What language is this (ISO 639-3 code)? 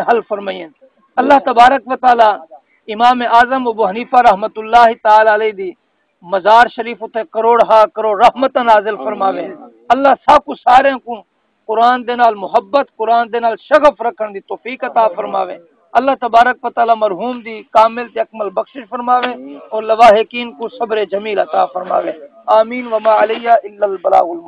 skr